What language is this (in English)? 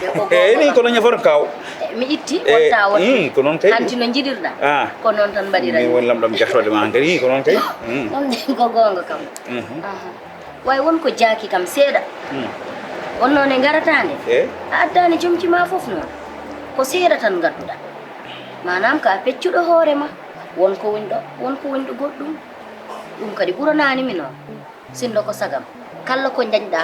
Fula